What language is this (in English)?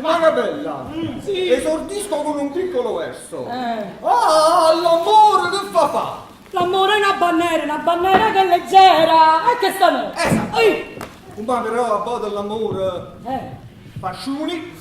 Neapolitan